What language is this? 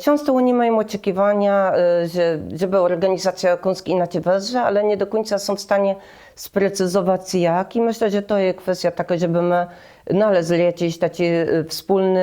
Kashubian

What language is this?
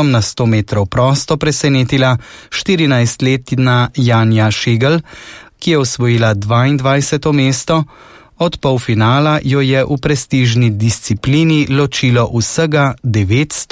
Slovenian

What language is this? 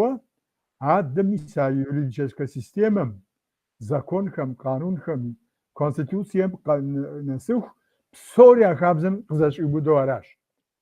Kabardian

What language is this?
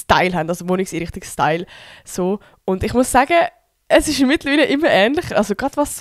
Swiss German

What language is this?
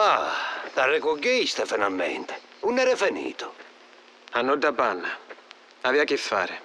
Sicilian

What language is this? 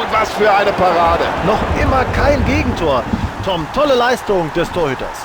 Bavarian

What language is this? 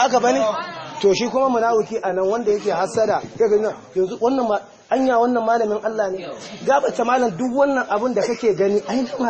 Hausa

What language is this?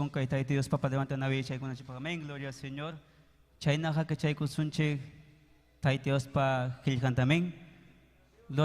Ayacucho Quechua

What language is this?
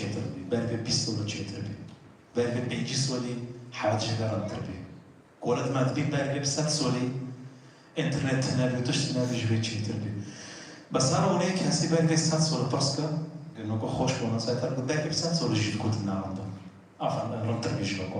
Kurdish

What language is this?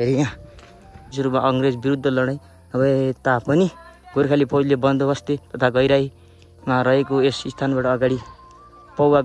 Nepali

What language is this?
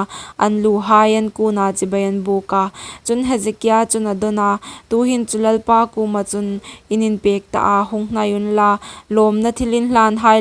Hmar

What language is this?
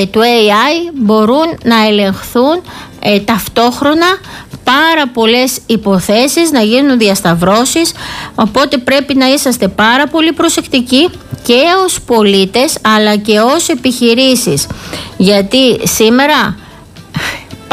Greek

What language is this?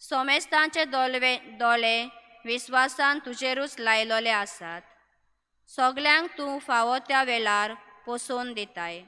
Konkani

